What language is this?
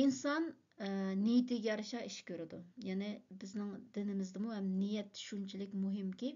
Uyghur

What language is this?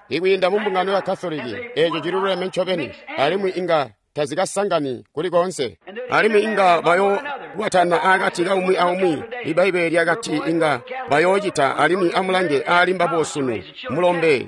Tonga (Zambia)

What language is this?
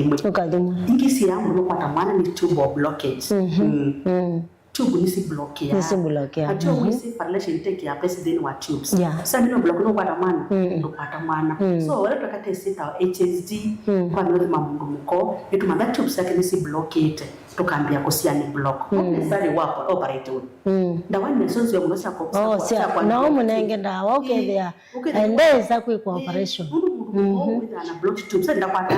Kamba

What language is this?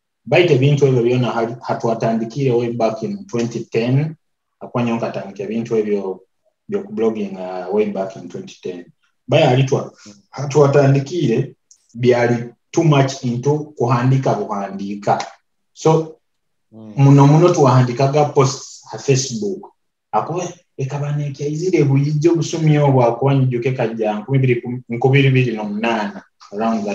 Nyoro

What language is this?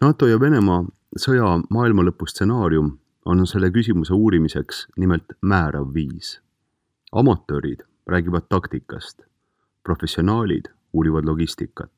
Estonian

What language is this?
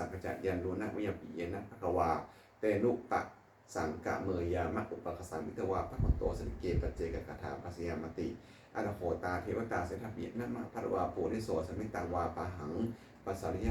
Pali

